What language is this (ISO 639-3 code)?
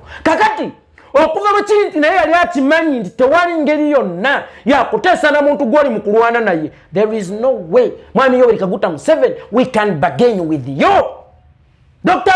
lug